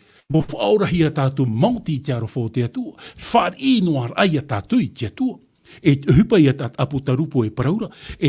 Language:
Tahitian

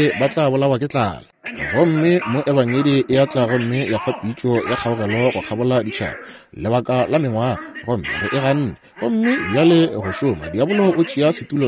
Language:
Northern Sotho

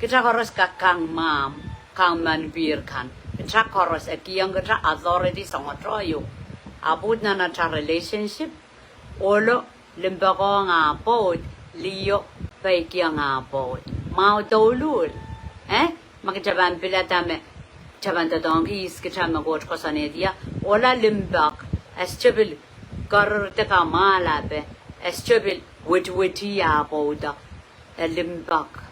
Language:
Pohnpeian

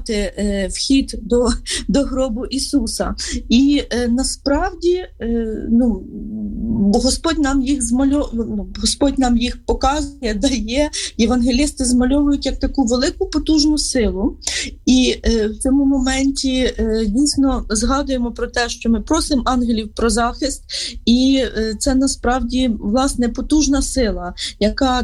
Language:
Ukrainian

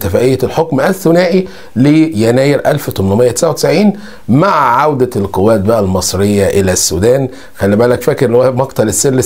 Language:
Egyptian Arabic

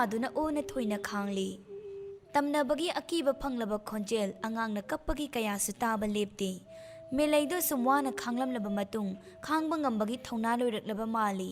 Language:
Manipuri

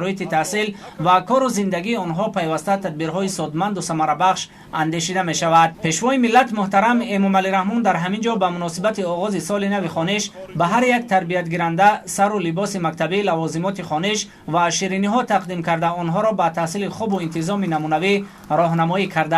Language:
Tajik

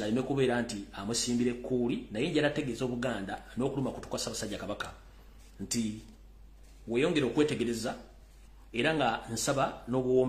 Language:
Ganda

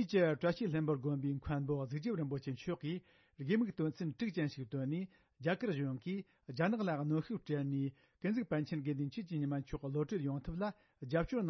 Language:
Tibetan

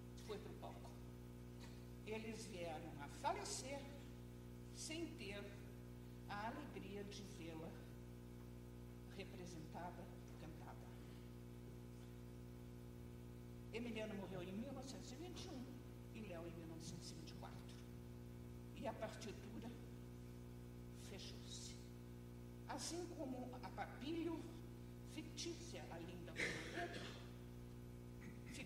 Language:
Portuguese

